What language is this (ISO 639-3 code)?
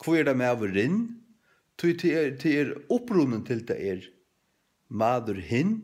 fao